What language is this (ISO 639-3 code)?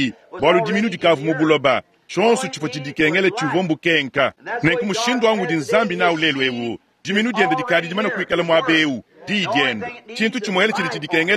lua